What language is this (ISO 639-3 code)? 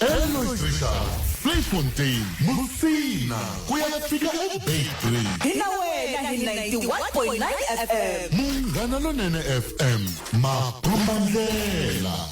tso